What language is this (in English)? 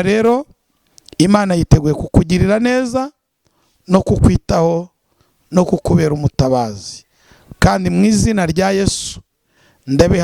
Kinyarwanda